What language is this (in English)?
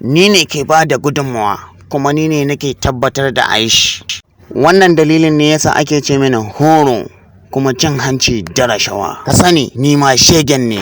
Hausa